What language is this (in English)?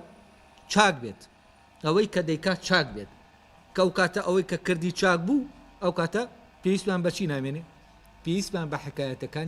Central Kurdish